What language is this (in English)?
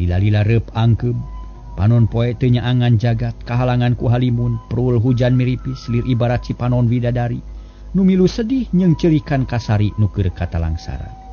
Sundanese